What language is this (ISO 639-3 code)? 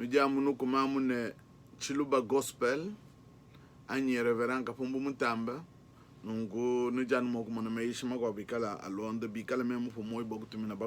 lua